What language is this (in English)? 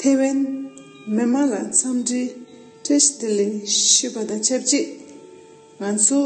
Tibetan